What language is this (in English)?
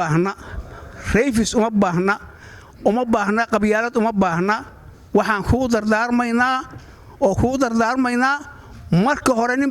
Somali